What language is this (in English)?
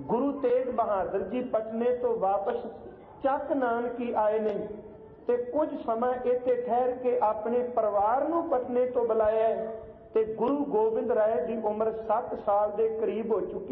Punjabi